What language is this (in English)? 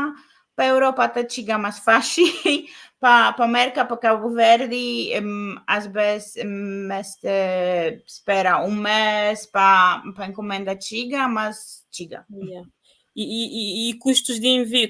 Kabuverdianu